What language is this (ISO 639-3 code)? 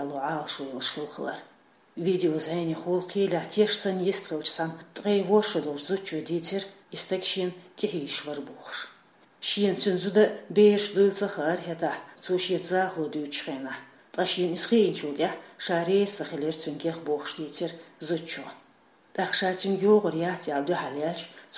che